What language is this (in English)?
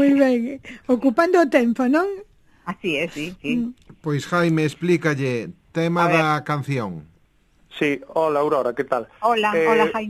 Galician